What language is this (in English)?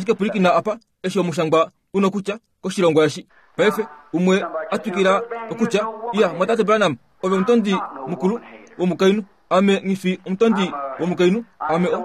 Kuanyama